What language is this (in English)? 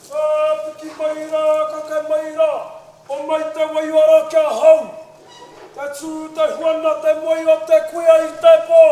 Māori